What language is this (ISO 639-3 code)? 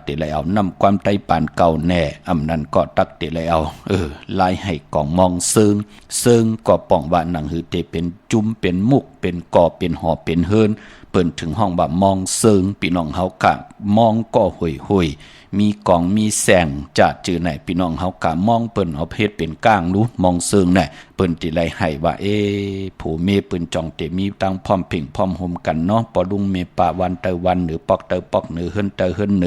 shn